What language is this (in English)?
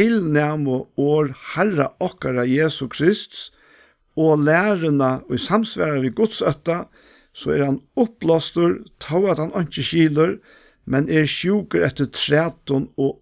Faroese